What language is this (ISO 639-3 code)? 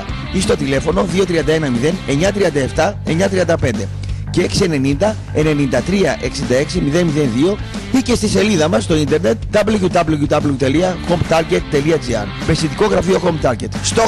ell